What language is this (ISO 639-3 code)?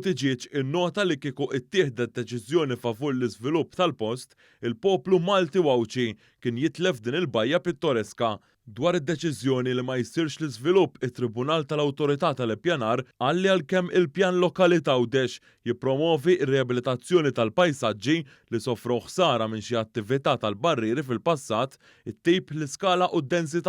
mlt